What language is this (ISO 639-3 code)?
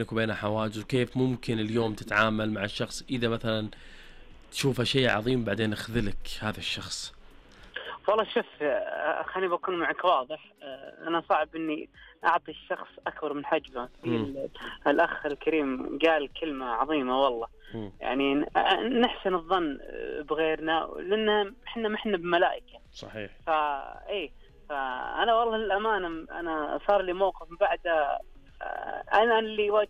ars